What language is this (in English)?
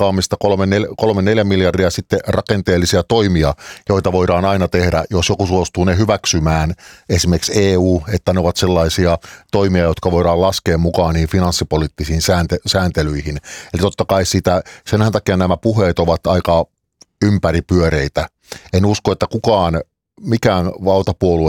Finnish